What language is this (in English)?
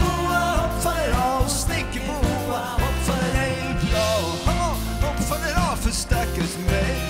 Swedish